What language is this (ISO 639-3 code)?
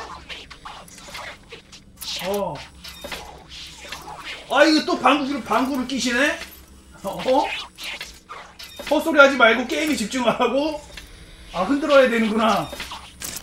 kor